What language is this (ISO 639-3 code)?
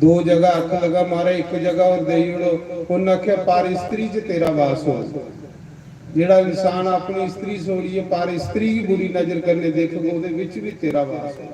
doi